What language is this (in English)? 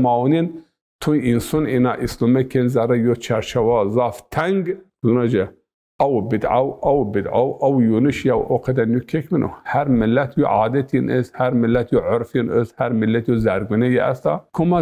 Zaza